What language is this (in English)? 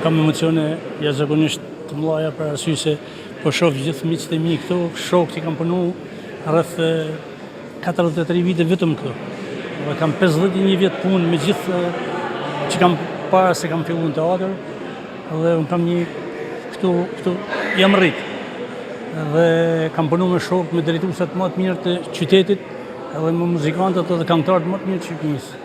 Albanian